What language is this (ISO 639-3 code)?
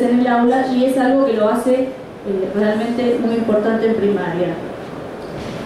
spa